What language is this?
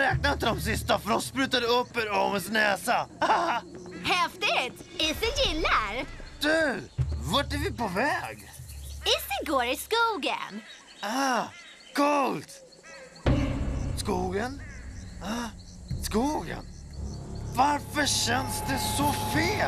Swedish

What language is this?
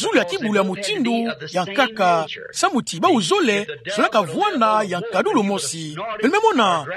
Kituba (Democratic Republic of Congo)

